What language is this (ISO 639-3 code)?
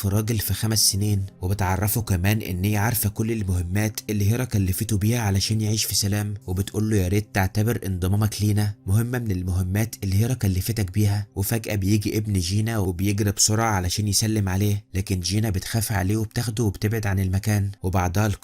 arz